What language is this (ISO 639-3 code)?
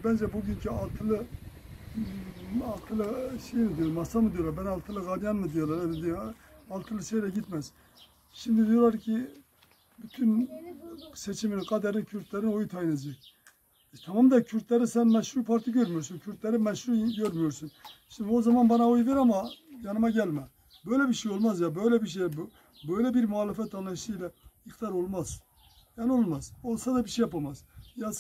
tur